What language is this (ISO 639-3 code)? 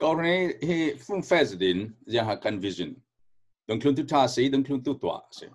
cfm